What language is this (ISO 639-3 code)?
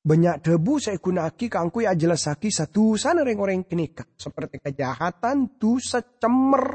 mad